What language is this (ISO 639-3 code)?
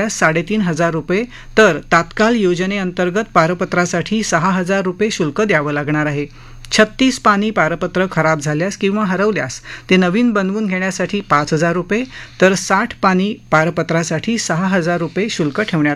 mar